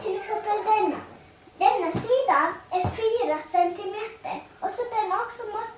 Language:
Faroese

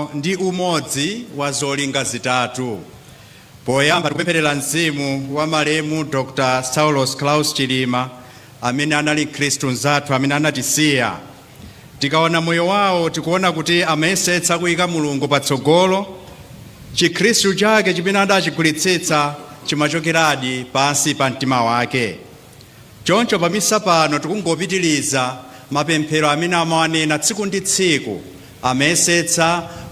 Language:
Nyanja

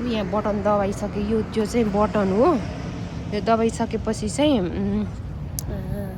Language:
Nepali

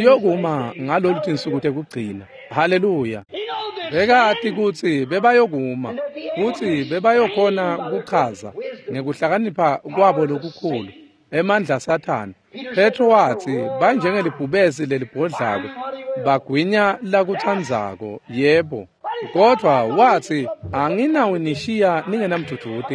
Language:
Swati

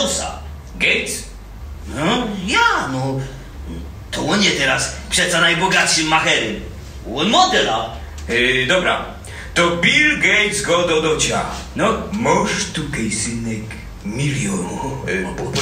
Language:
Silesian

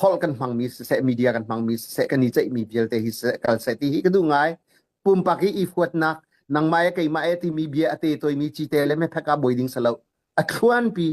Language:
Hakha Chin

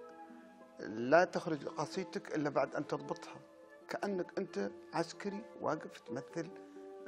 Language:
Arabic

